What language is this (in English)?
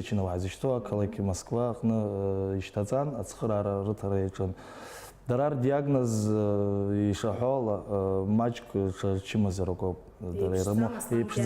Abkhazian